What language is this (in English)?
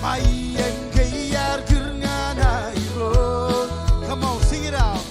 Marshallese